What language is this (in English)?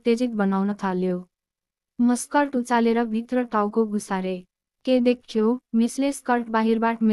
Nepali